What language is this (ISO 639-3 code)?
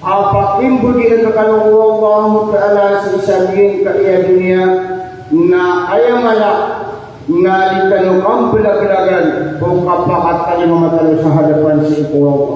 mrw